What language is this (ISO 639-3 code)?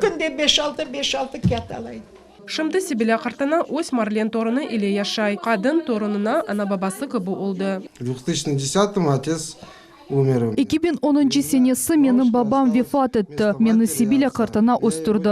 crh